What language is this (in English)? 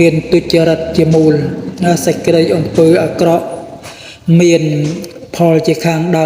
Khmer